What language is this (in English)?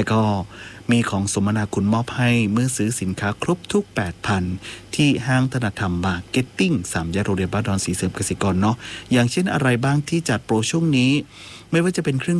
Thai